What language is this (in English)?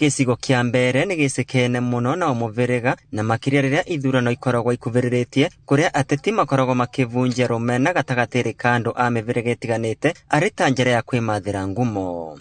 Kikuyu